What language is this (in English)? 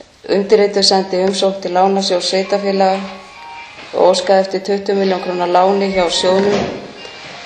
Icelandic